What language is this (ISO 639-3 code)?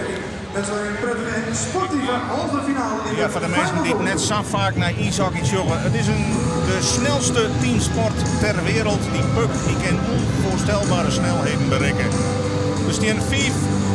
fry